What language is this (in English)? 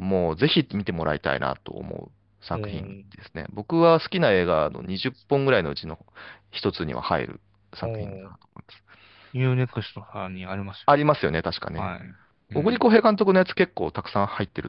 Japanese